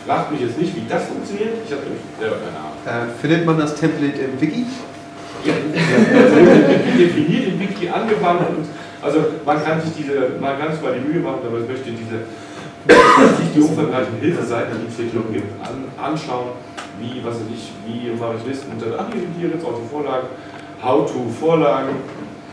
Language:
German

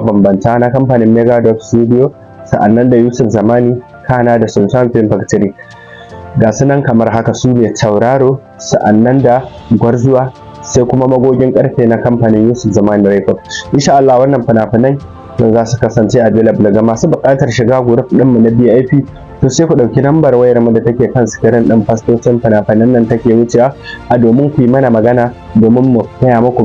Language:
Hausa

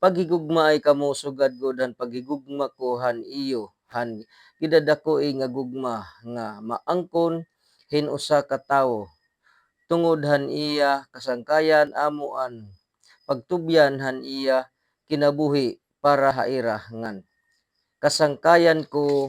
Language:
Waray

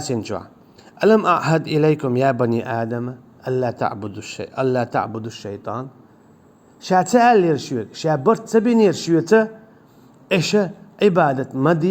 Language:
Chechen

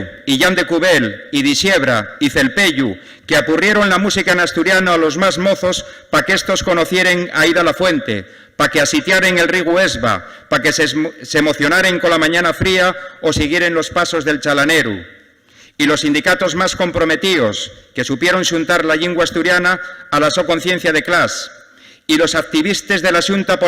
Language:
Asturian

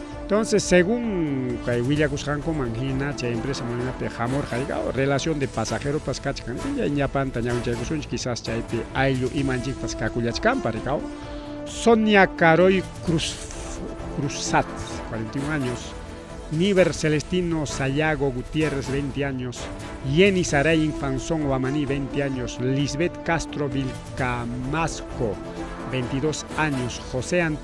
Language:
Ayacucho Quechua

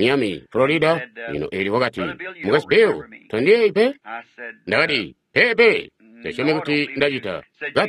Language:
Tonga (Zambia)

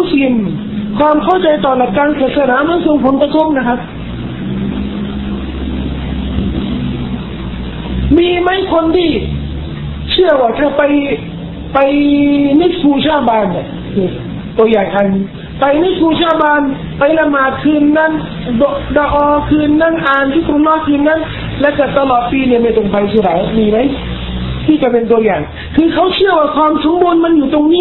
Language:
Thai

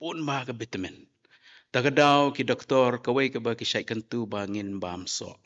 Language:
Khasi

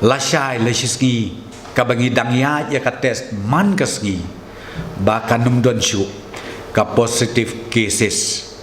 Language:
Khasi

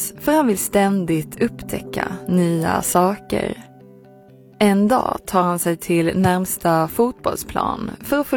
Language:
Swedish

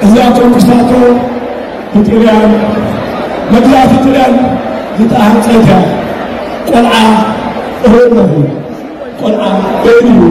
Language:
Tigrinya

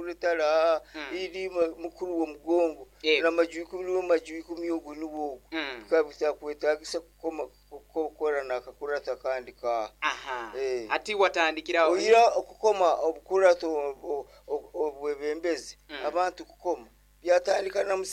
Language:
Nyoro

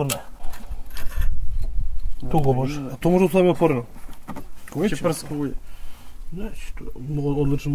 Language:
Croatian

